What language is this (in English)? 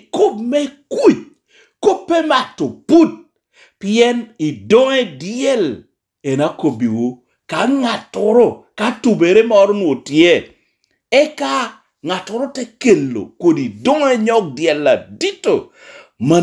Lango (Uganda)